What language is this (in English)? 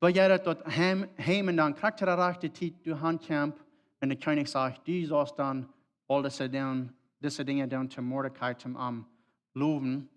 Plautdietsch